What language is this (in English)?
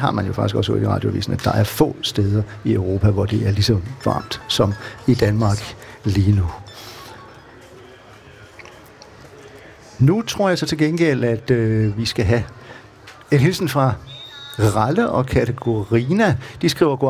Danish